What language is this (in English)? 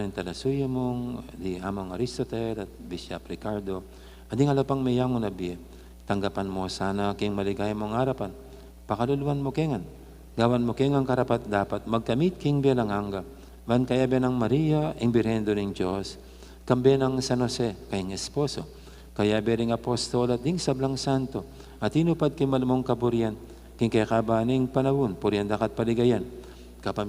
Pampanga